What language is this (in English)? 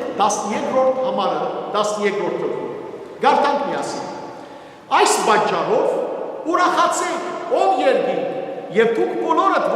Western Armenian